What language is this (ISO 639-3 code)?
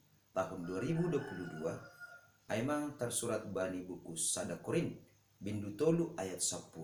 bts